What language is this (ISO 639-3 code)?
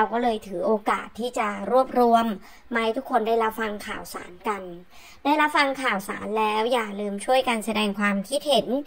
tha